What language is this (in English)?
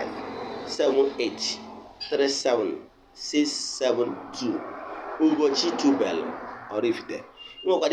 Igbo